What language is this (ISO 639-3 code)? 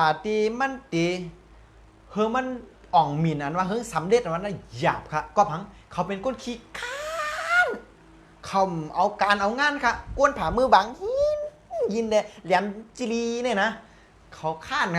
shn